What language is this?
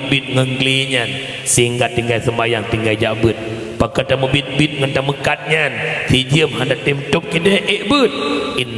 Achinese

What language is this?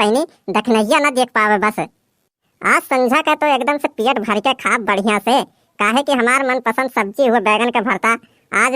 Awadhi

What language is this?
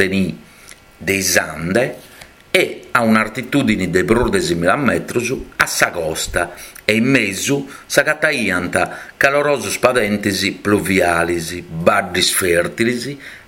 Sardinian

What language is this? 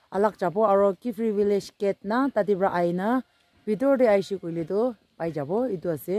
Naga Pidgin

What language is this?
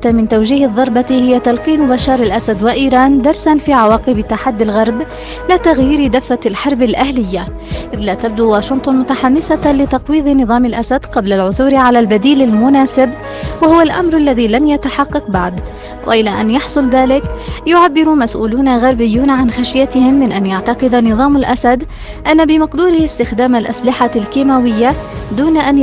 Arabic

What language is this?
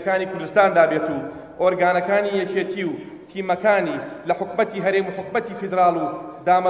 Central Kurdish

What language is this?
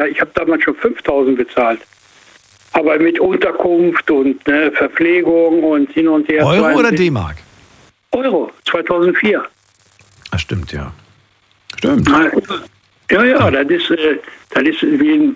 German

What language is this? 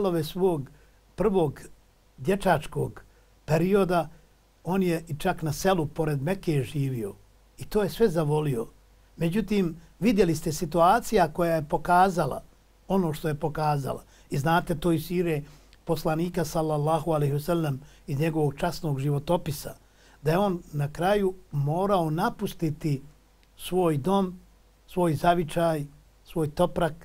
Bosnian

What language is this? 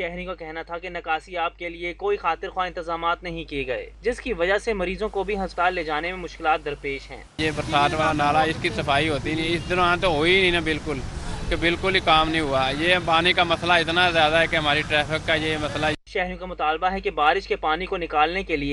Urdu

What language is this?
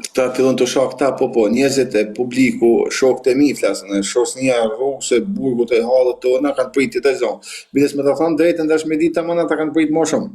Albanian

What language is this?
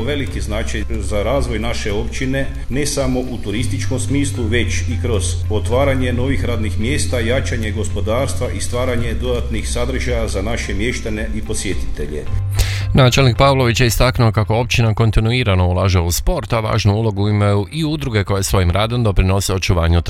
Croatian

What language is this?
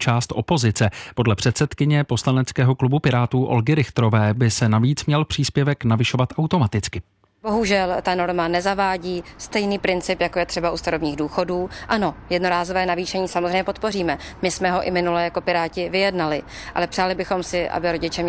Czech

